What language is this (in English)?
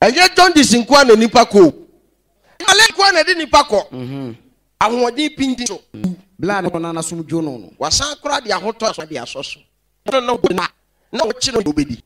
Akan